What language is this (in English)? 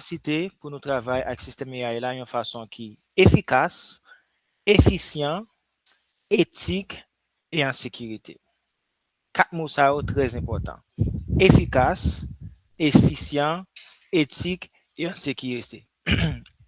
Haitian Creole